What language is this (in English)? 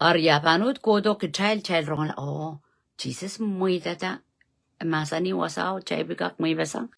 Pohnpeian